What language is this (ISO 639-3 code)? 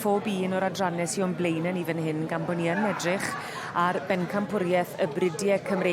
cym